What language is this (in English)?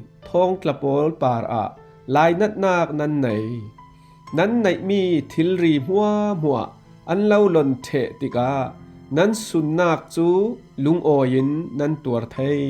Falam Chin